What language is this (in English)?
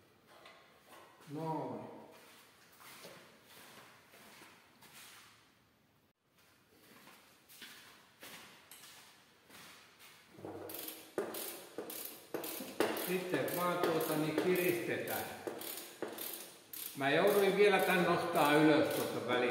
Finnish